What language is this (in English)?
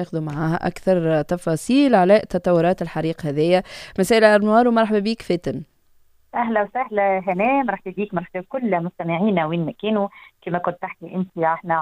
Tunisian Arabic